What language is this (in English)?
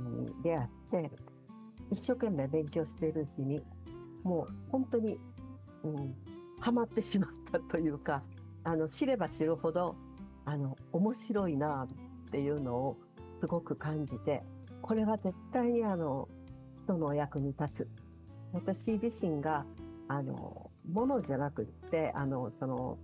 Japanese